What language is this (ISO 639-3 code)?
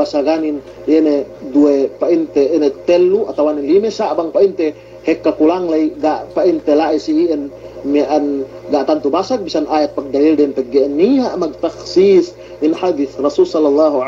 yka